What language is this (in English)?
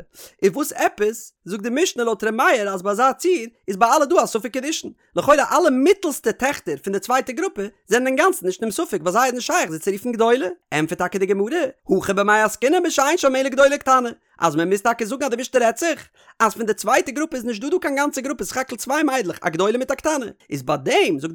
Yiddish